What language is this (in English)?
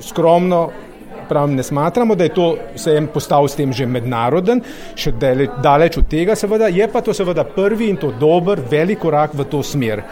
Slovenian